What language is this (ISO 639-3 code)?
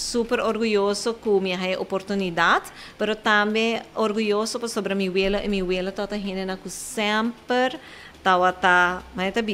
pap